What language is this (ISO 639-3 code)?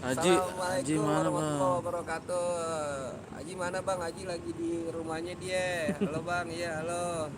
bew